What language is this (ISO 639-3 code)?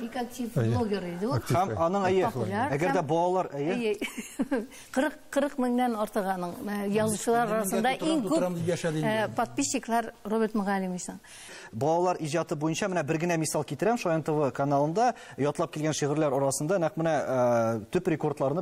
tat